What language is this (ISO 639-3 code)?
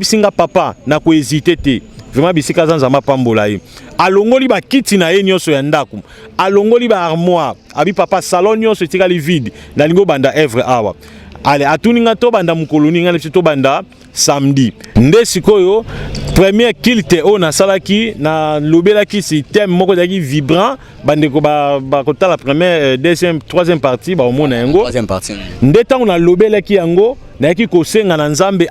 lin